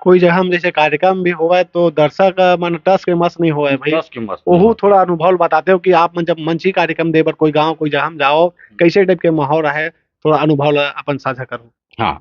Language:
Chhattisgarhi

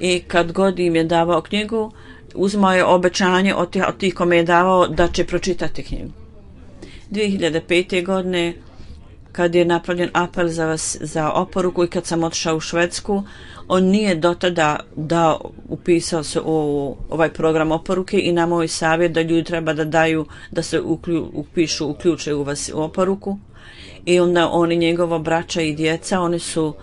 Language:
Bosnian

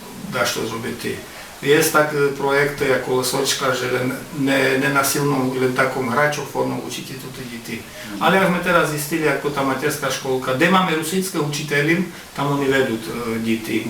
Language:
Rusyn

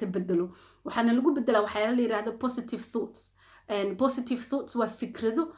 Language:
Somali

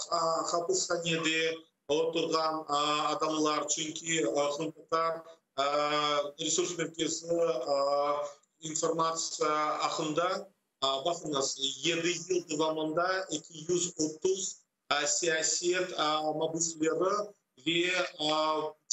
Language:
Crimean Tatar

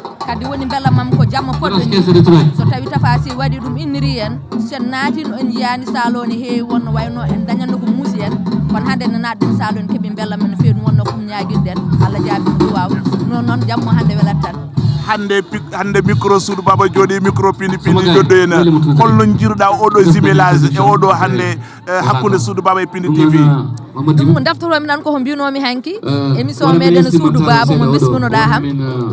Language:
Fula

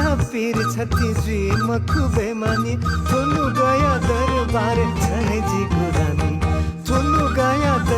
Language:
Newari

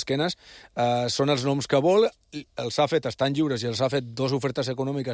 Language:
Catalan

